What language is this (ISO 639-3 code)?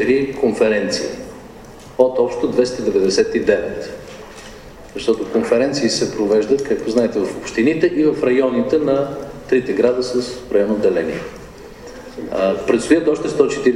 bul